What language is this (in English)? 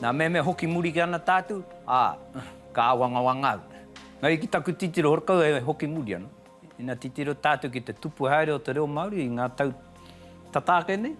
Māori